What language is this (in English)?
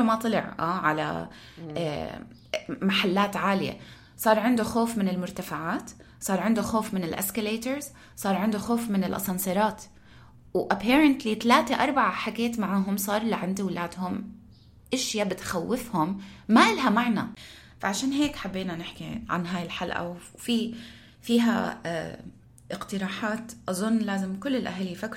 North Levantine Arabic